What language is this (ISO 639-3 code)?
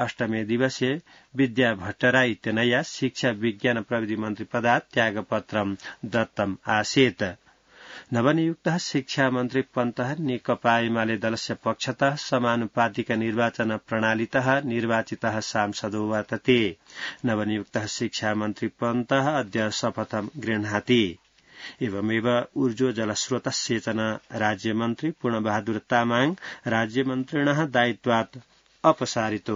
san